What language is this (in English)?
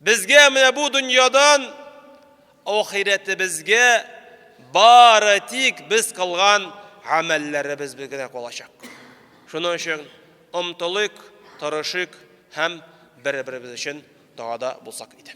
Tatar